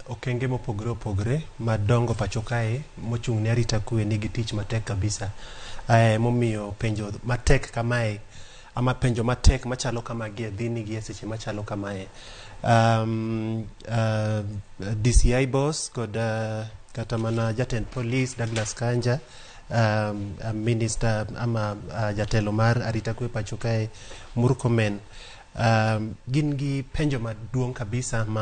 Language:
Luo (Kenya and Tanzania)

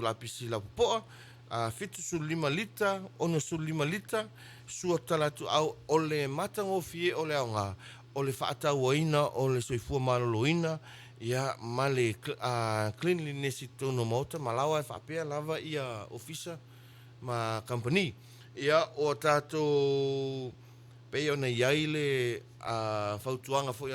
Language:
Samoan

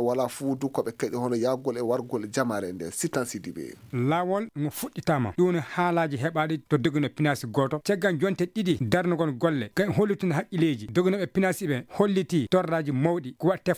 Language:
Fula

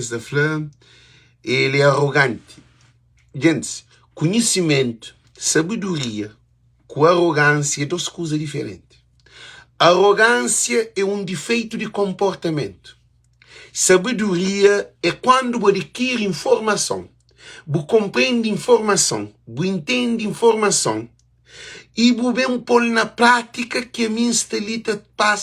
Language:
Kabuverdianu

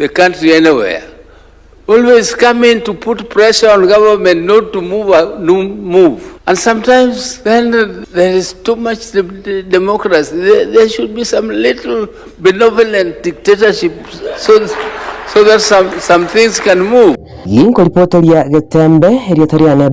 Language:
Gusii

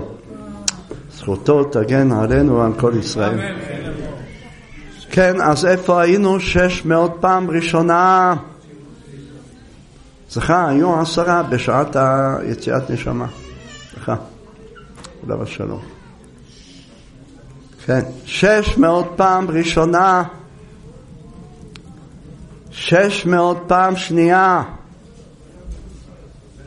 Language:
Hebrew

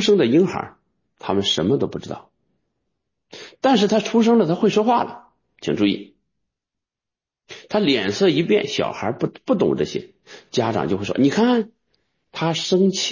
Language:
Chinese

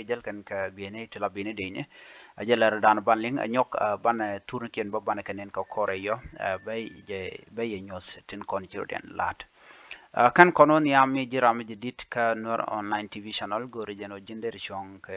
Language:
Nuer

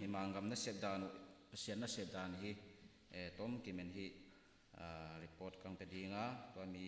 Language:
Tedim Chin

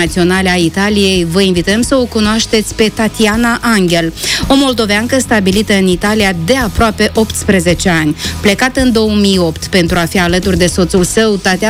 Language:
Romanian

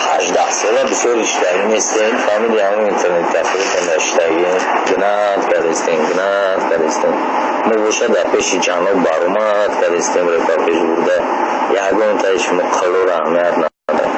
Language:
Tajik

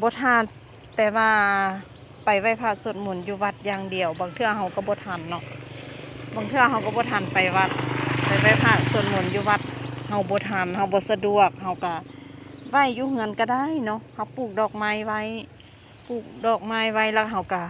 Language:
Lao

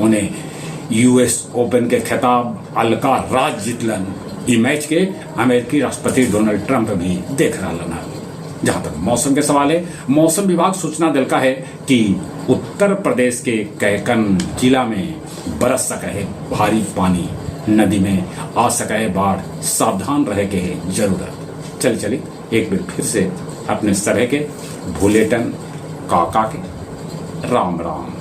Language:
Magahi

